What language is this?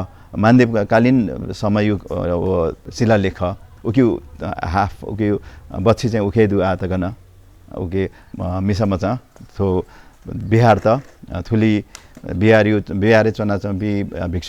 Newari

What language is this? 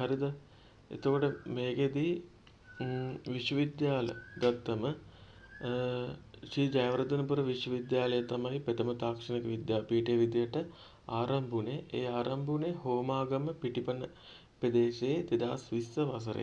Sinhala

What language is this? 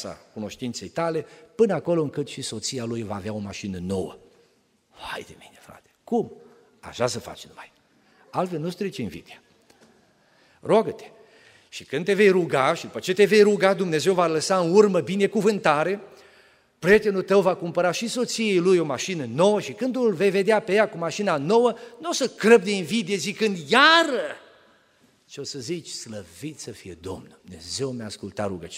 Romanian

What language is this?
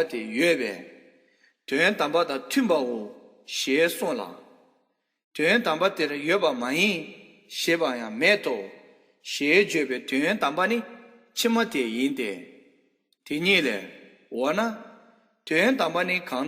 Tibetan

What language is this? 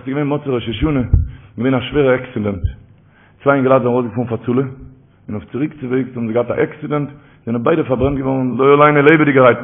Yiddish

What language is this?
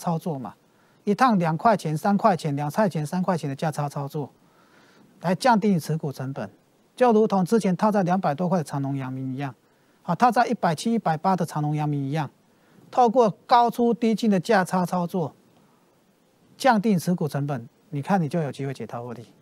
Chinese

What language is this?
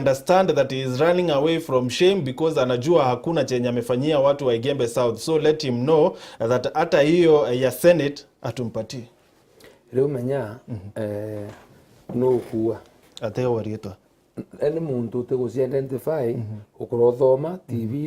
Meru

